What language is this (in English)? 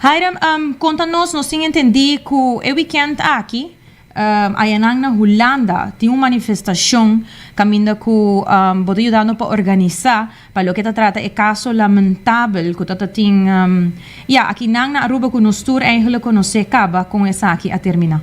Papiamento